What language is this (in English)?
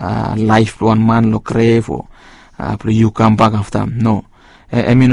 Bislama